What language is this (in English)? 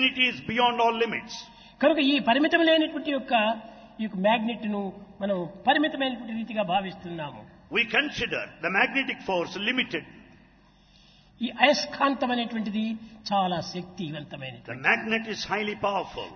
Telugu